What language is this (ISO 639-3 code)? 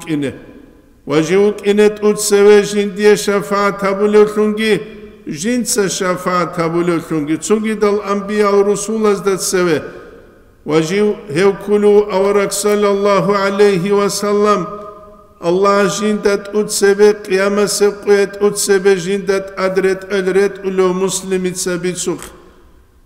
ava